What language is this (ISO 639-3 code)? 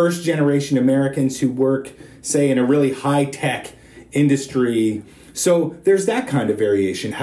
eng